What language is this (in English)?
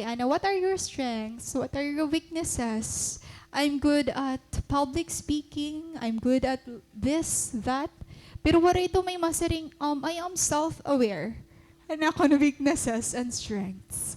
Waray